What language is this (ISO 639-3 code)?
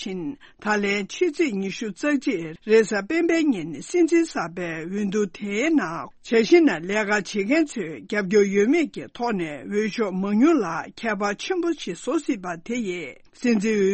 bod